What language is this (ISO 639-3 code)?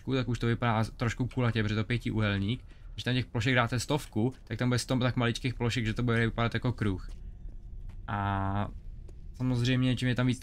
ces